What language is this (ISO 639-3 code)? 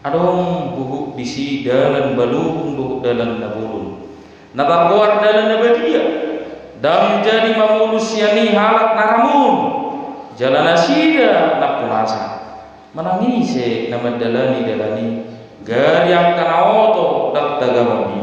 bbc